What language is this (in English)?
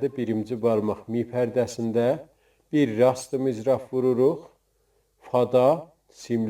South Azerbaijani